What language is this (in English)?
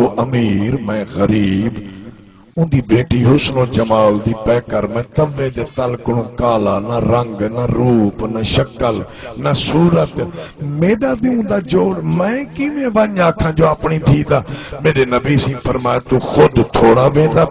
Saraiki